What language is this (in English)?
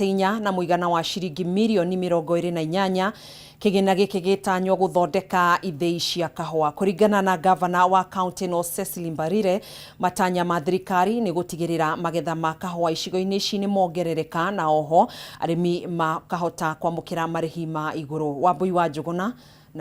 Kikuyu